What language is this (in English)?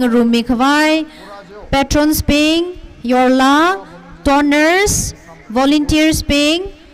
Tangkhul Naga (India)